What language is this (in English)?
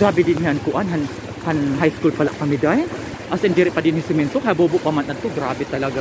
Waray